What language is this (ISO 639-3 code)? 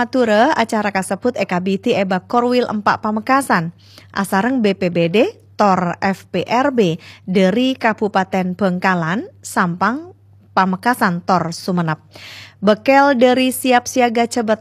mad